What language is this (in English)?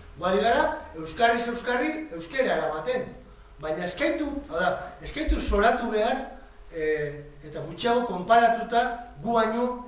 Basque